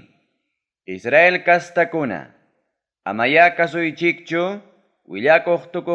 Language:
Ayacucho Quechua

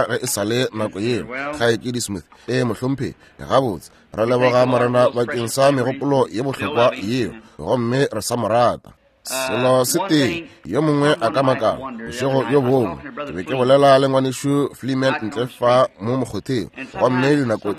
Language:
Northern Sotho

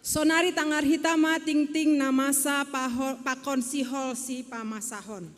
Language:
Batak Simalungun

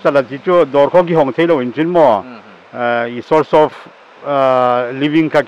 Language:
Paite Chin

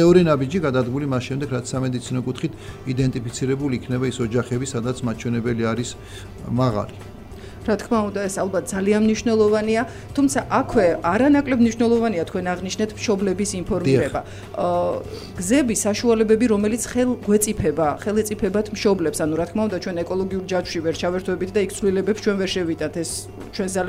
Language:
Georgian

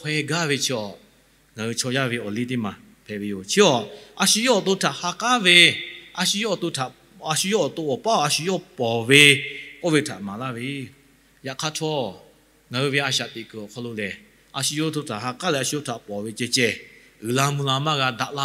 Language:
Lahu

